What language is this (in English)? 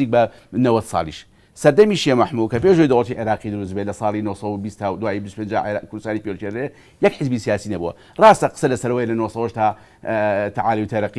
Central Kurdish